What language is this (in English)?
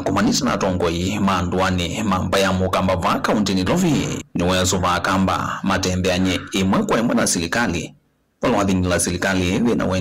Kamba